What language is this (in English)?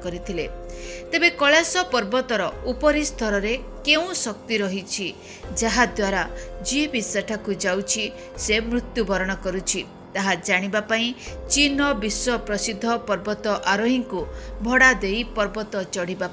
Odia